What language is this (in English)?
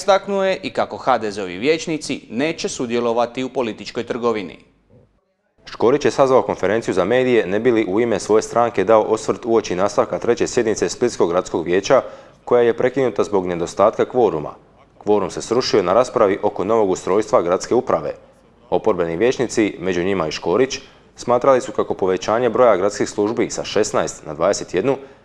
Croatian